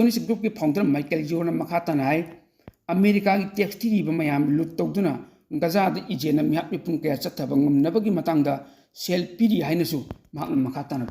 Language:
Manipuri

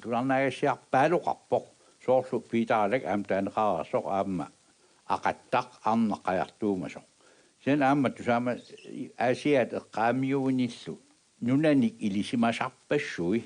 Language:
Kalaallisut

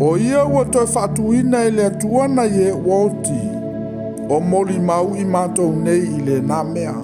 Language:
Samoan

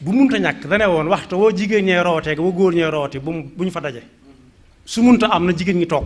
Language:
Wolof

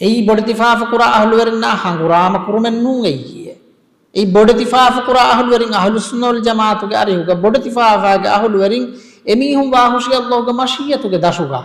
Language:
Divehi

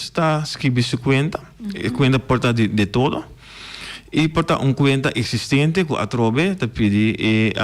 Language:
Papiamento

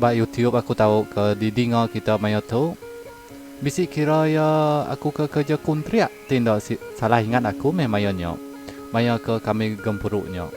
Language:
Iban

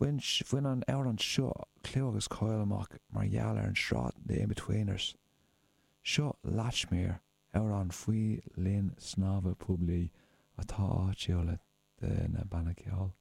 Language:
Irish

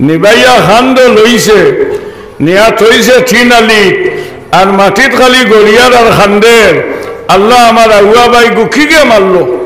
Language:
Sylheti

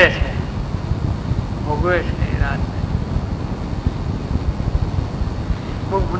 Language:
Gujarati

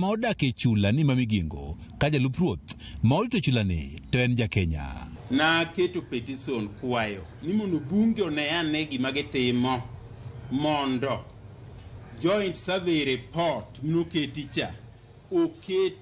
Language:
Luo (Kenya and Tanzania)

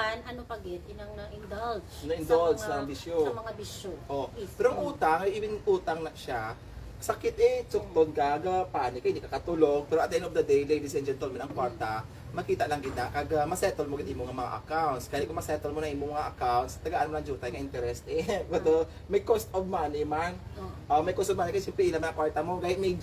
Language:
Hiligaynon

